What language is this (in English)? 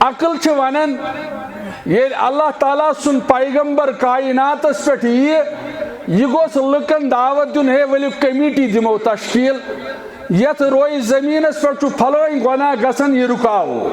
Kashmiri